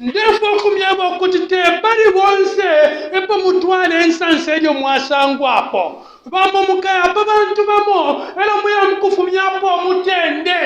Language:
Bemba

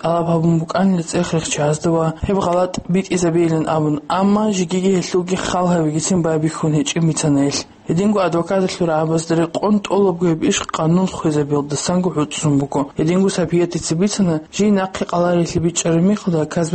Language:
Avaric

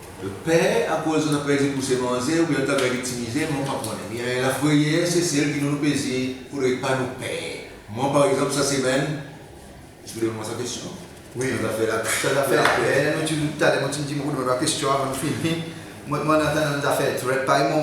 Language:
Seselwa Creole French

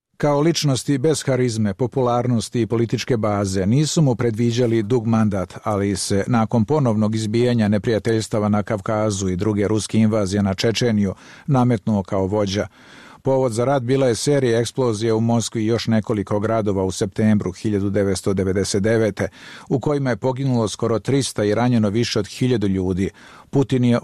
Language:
Serbian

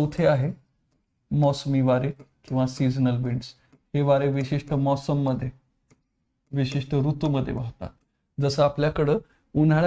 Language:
Marathi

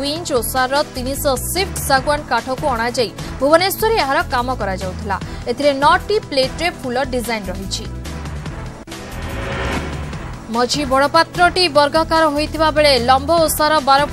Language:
Odia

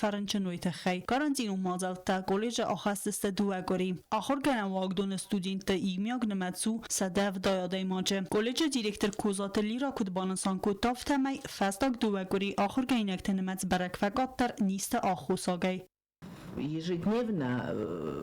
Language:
Ossetic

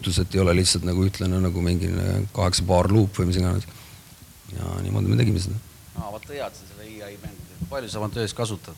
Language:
Estonian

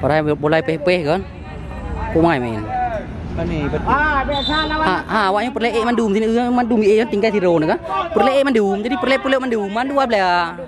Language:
Achinese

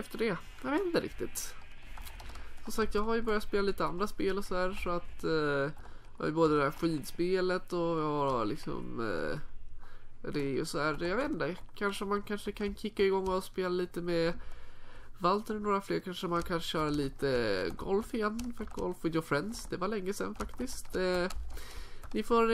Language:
Swedish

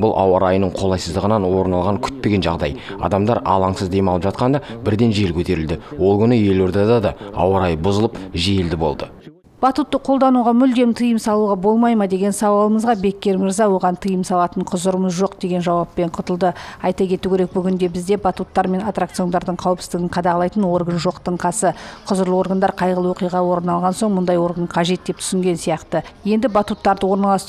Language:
Kazakh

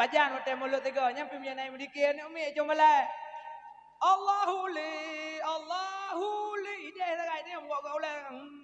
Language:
Achinese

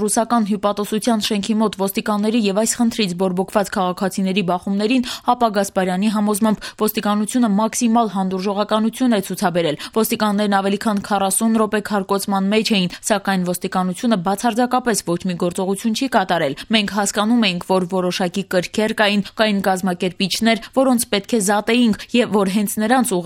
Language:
Armenian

